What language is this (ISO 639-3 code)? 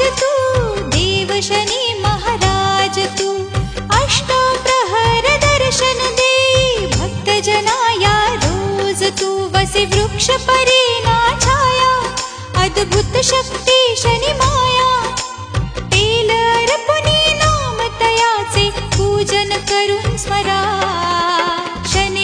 mar